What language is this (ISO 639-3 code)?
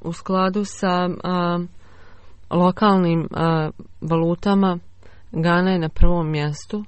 bos